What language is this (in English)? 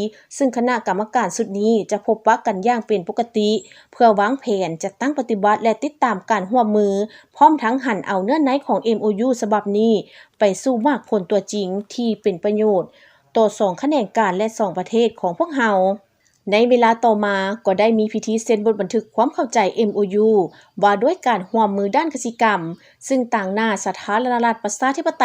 Lao